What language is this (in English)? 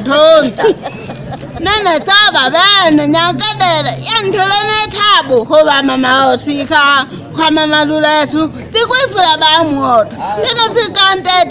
Shona